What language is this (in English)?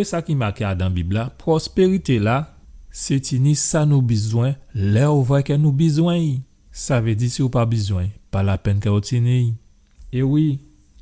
Guadeloupean Creole French